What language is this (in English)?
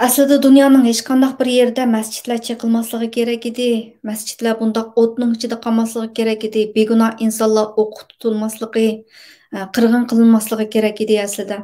Uyghur